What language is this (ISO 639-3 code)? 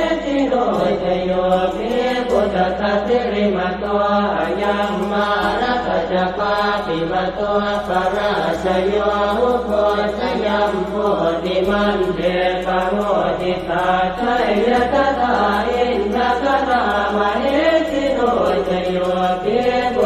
pli